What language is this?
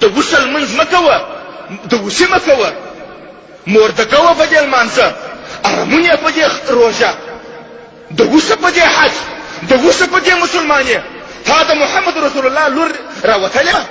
Pashto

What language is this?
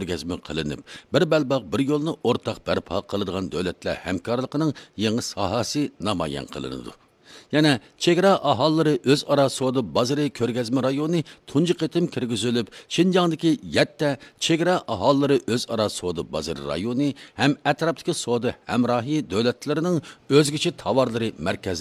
Uyghur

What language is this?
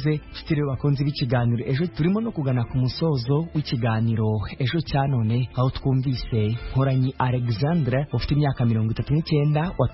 Kinyarwanda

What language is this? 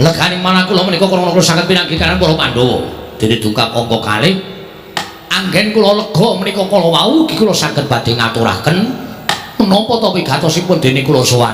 Javanese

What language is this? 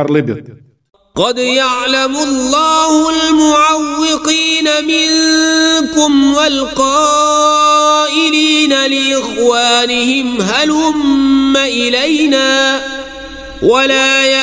Kashmiri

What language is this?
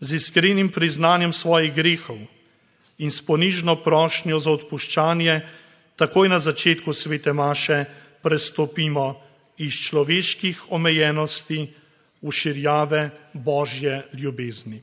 Slovenian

